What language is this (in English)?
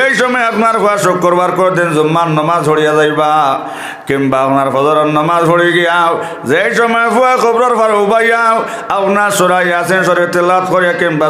Sylheti